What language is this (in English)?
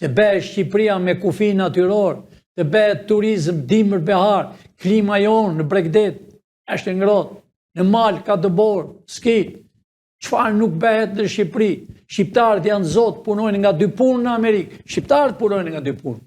Albanian